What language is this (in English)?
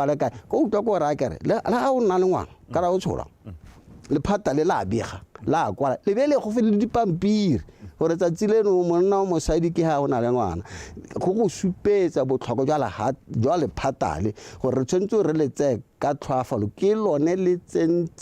Tswana